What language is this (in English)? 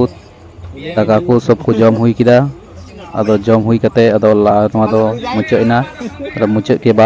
Santali